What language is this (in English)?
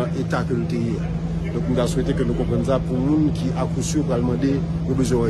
Haitian Creole